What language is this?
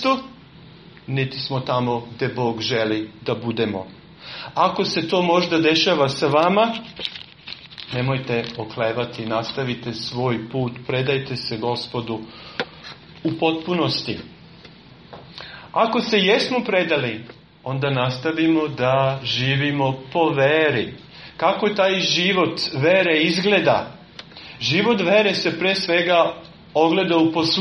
Serbian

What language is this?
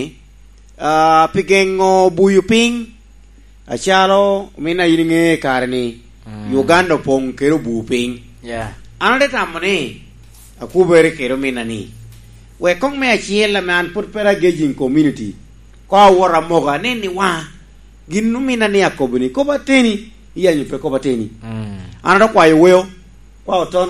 Lango (Uganda)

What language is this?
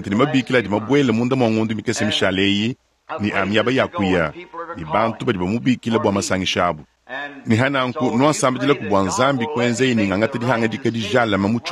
Luba-Lulua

